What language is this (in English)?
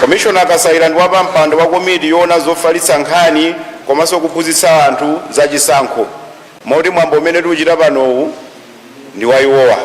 Nyanja